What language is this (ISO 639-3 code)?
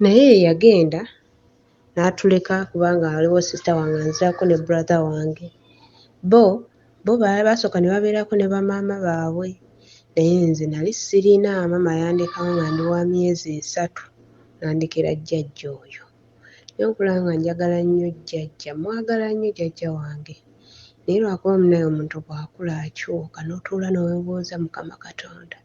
lug